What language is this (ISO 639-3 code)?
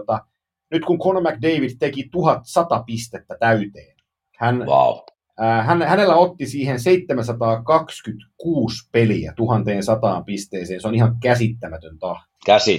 fin